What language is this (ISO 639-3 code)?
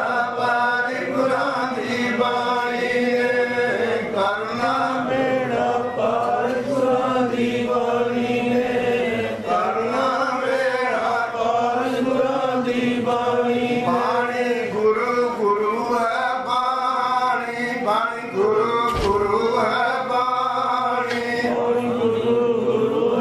pan